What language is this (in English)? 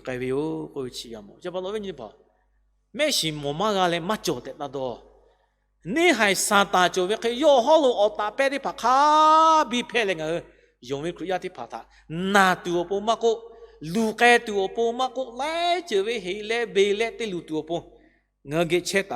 Lahu